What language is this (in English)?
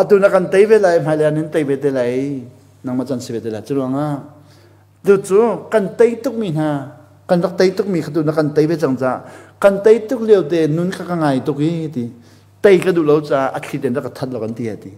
Hakha Chin